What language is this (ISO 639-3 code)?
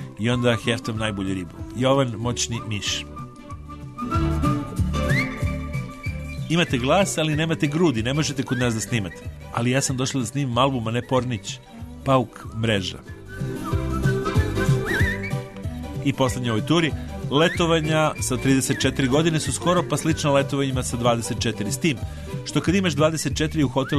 srp